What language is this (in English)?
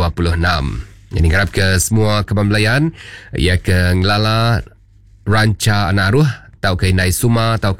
Iban